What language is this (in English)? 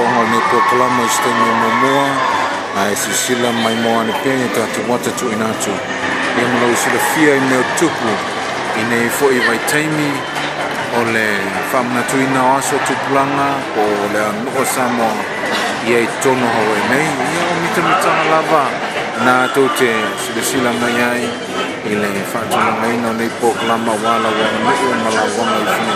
Samoan